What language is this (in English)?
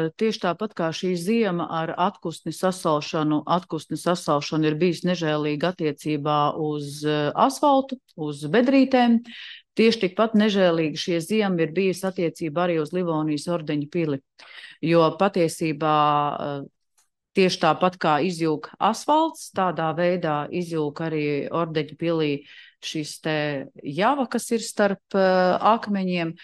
Latvian